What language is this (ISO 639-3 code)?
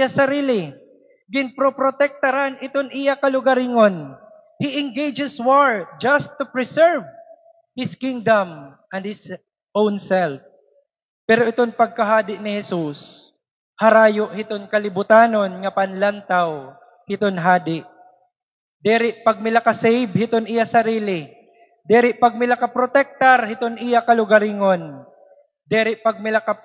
war